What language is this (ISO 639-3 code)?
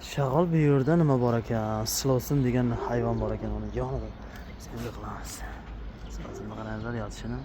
uzb